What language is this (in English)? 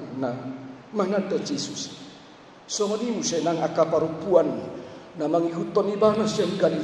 Batak Toba